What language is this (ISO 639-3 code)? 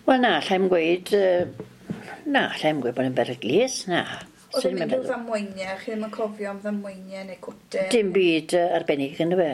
cym